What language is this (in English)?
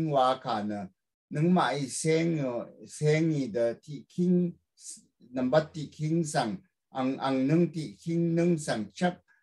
Rawang